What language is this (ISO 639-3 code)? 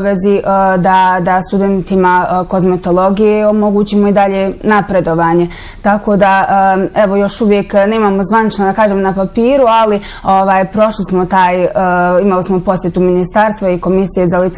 bos